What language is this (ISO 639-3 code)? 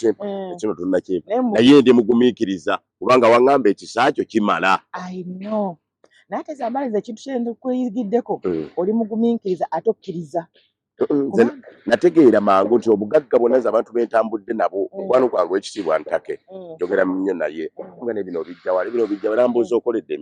lug